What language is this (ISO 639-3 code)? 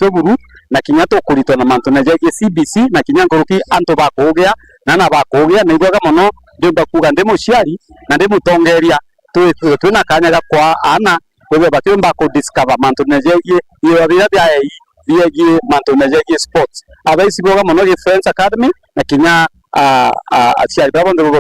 mer